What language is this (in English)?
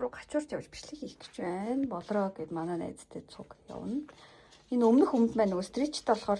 Mongolian